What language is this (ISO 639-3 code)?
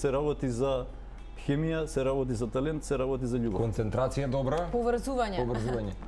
mkd